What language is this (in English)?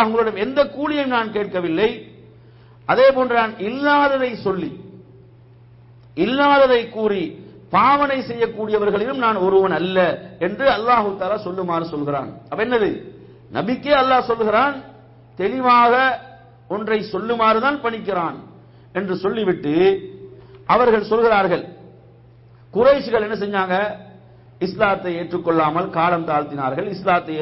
Tamil